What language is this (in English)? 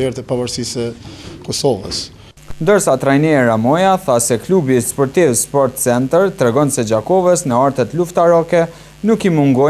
Albanian